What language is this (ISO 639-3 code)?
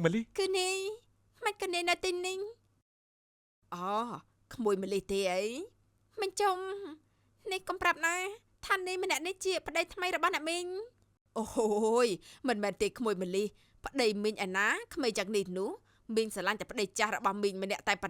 khm